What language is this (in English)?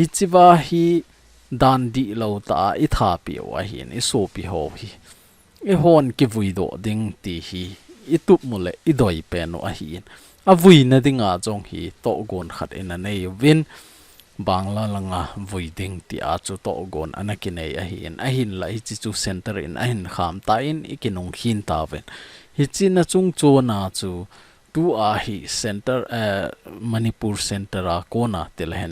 Thado Chin